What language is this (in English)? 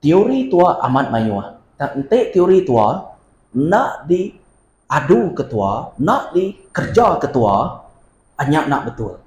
Iban